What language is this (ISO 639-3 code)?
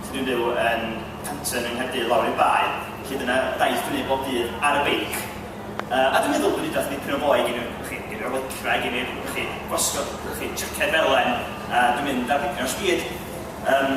cym